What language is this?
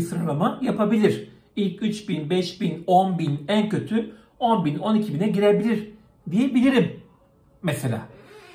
Turkish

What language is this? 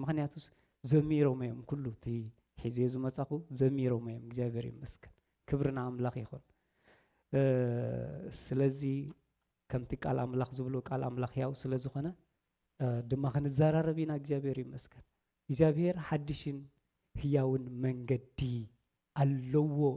Tigrinya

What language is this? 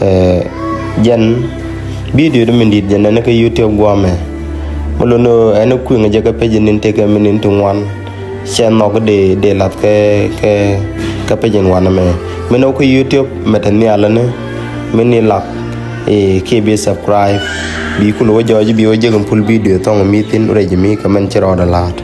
Nuer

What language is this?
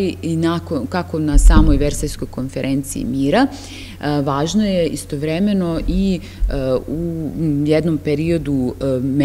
Serbian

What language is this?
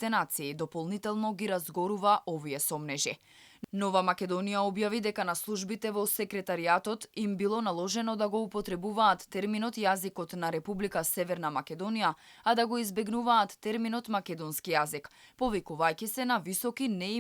Macedonian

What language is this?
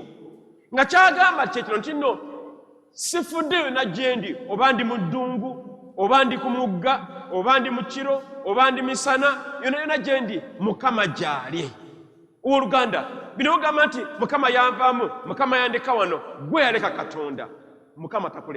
Ganda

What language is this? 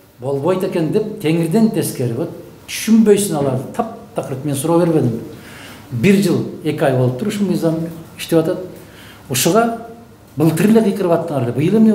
Kyrgyz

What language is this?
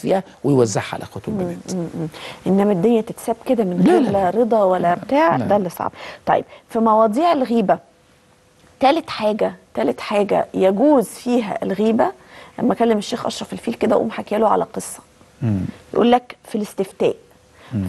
Egyptian Arabic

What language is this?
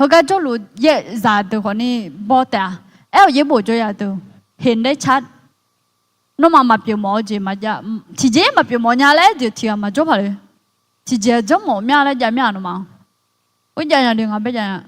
Akha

